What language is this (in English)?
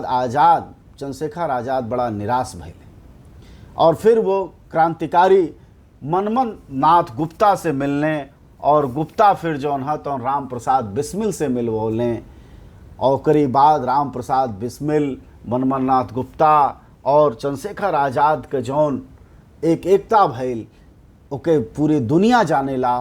Bhojpuri